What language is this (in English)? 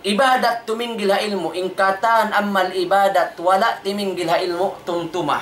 Tausug